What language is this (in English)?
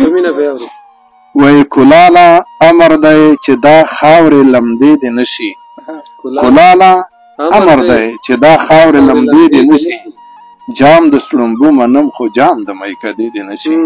Pashto